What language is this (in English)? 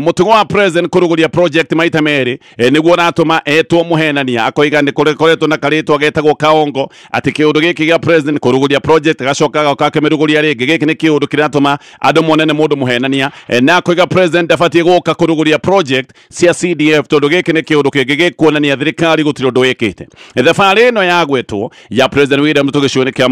Kikuyu